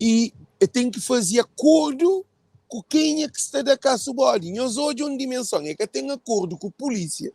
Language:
Kabuverdianu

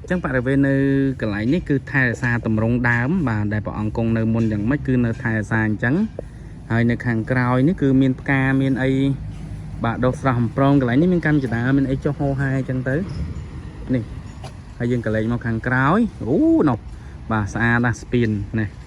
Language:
Khmer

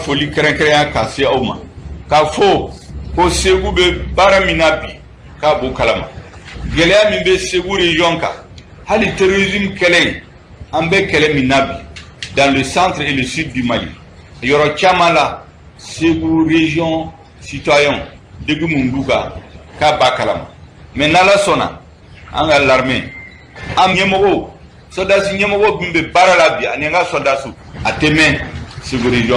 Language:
Bambara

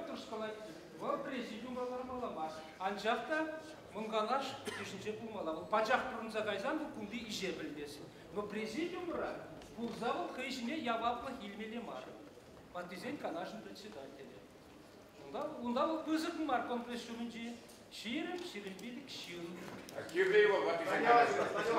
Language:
Chuvash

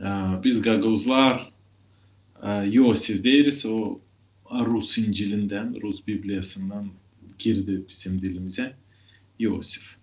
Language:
Gagauz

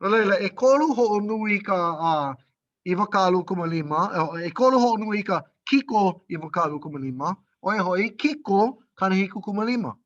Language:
Hawaiian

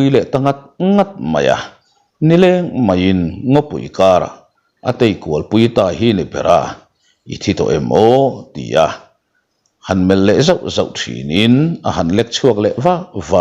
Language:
Mizo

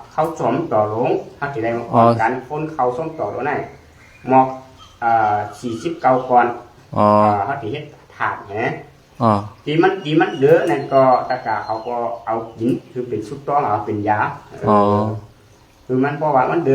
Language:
Shan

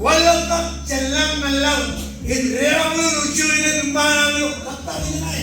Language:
Marshallese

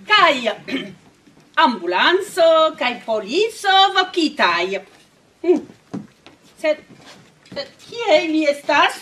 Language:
Esperanto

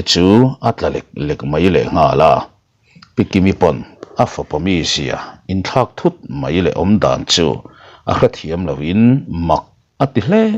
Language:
Mizo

